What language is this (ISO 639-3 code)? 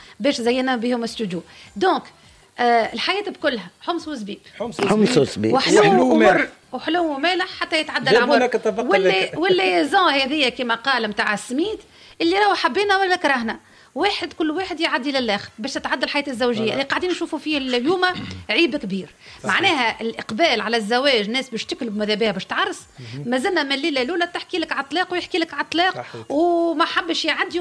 aeb